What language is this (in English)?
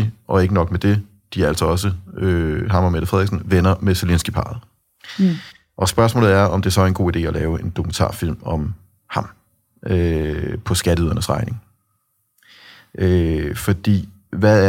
Danish